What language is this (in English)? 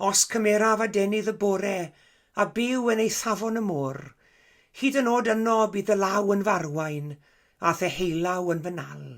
Welsh